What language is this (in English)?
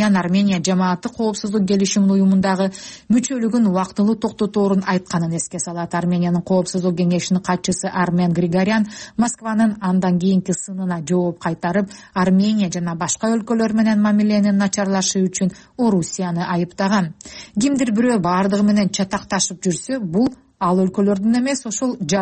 Kyrgyz